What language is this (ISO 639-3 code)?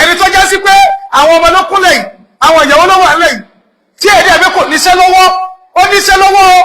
yor